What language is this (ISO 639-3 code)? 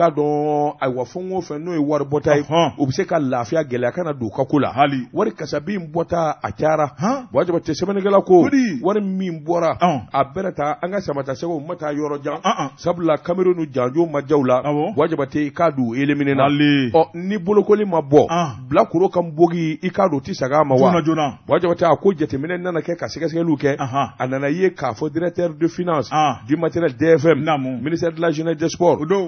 bam